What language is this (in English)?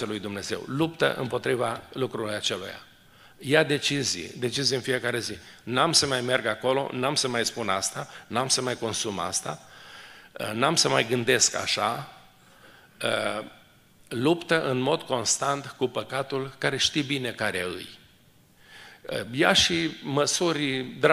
Romanian